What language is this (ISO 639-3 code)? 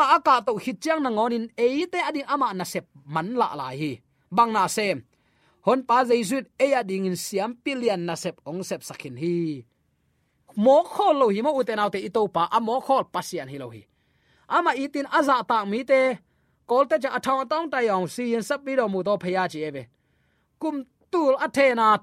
ctd